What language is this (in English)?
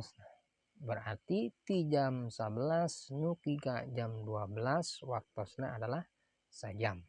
Sundanese